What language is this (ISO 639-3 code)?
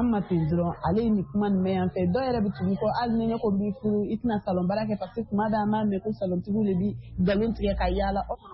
bam